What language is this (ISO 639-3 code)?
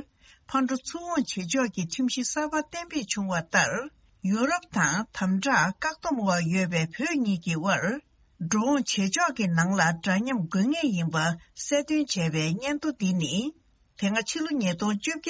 bod